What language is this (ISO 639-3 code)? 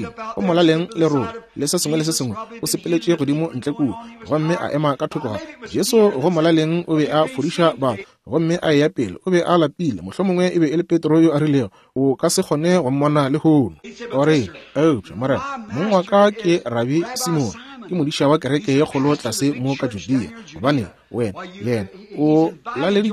nso